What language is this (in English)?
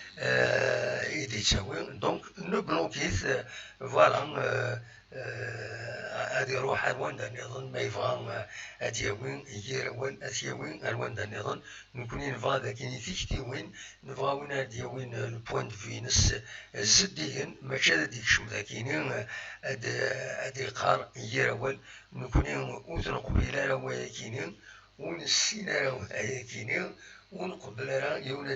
Kabyle